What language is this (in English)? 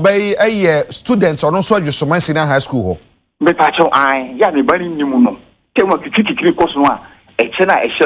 Akan